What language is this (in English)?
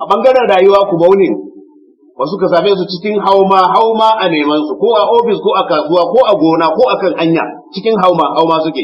Hausa